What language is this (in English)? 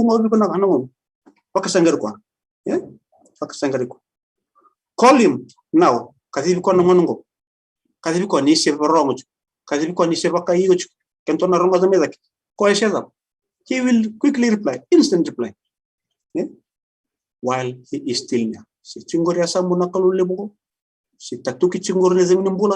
Fijian